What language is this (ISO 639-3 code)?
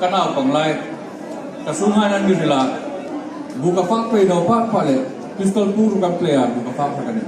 hmr